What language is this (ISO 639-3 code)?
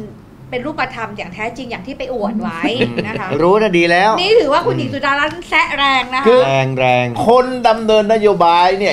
tha